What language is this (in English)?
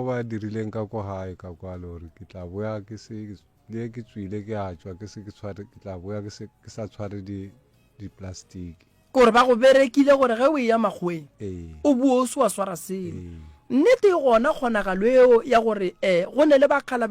Northern Sotho